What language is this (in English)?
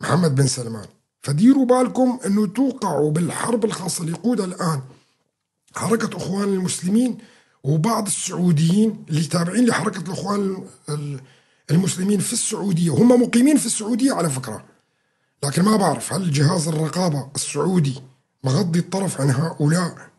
North Levantine Arabic